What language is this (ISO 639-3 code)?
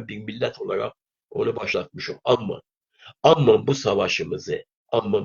azb